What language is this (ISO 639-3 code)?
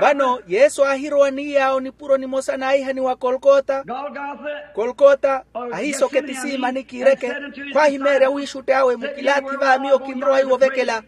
vmw